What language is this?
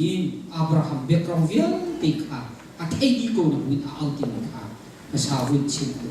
Hakha Chin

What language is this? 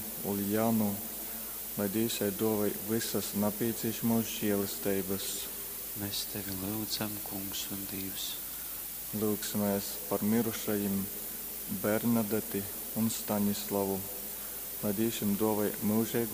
Latgalian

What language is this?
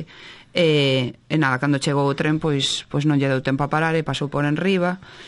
Galician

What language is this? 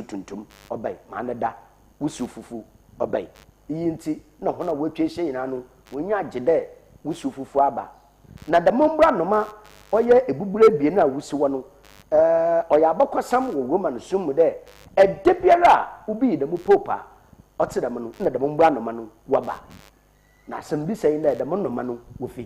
Akan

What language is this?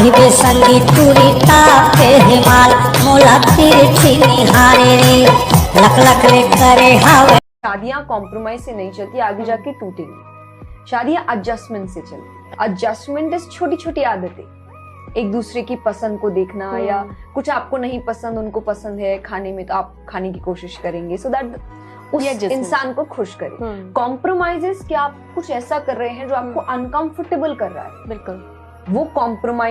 Chhattisgarhi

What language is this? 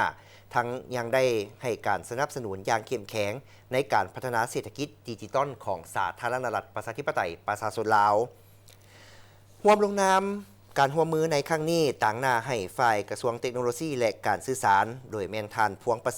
Lao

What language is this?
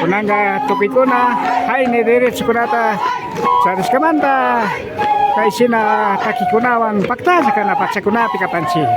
Imbabura Highland Quichua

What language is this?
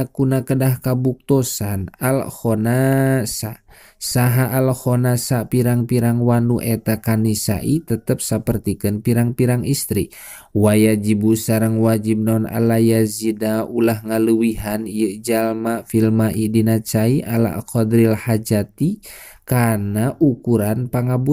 Sundanese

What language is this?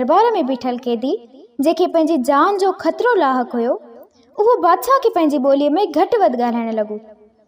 Sindhi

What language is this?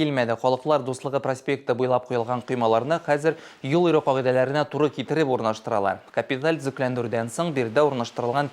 Tatar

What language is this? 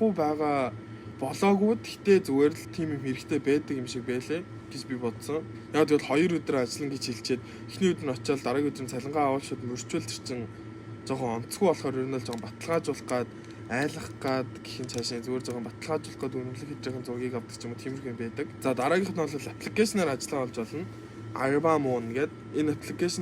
Mongolian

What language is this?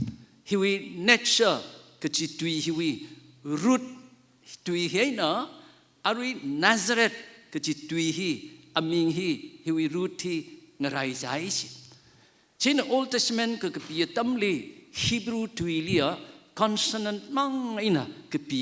Tangkhul Naga (India)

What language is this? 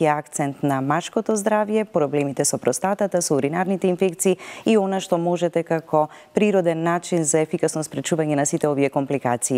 Macedonian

